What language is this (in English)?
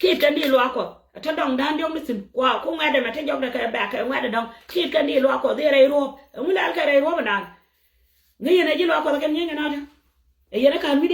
Nuer